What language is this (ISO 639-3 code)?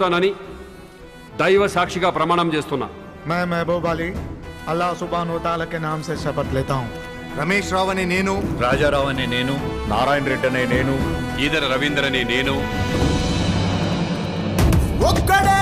tel